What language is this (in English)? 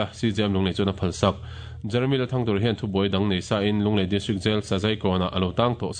Mizo